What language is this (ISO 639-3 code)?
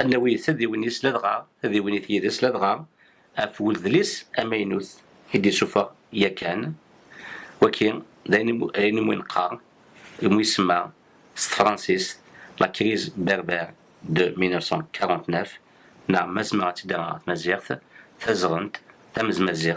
kab